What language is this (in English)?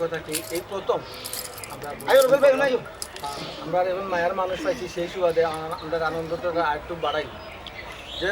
Sylheti